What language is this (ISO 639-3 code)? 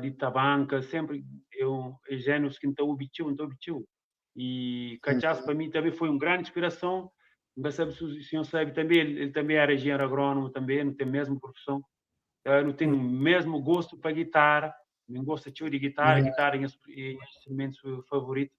kea